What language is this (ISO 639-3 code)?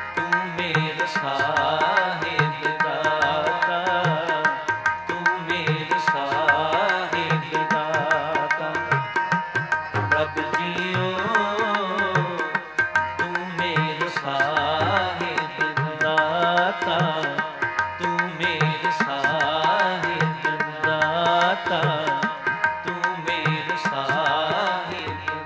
pan